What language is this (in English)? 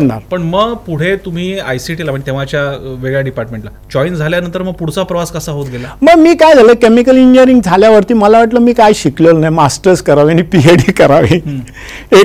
Marathi